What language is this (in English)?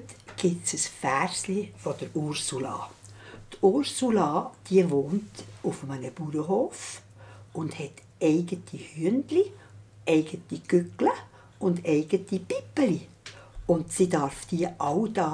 Swiss German